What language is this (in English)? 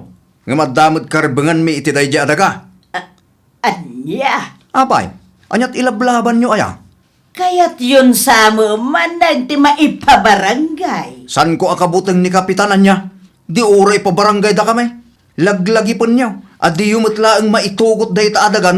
Iloko